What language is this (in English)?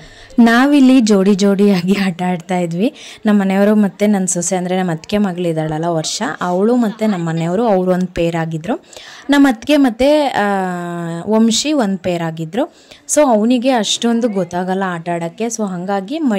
Kannada